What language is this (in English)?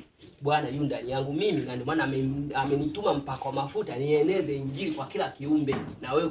Swahili